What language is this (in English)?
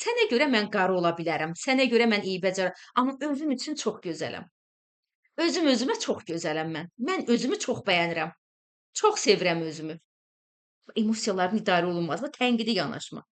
Azerbaijani